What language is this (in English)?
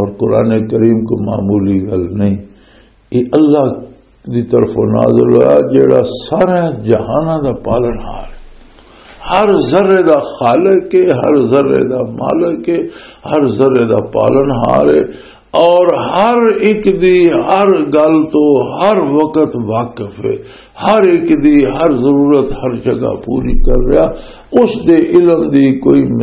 Western Panjabi